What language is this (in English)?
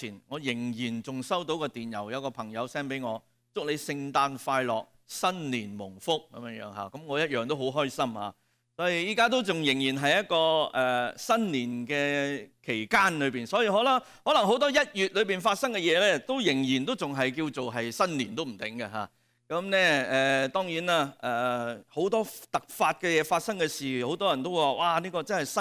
Cantonese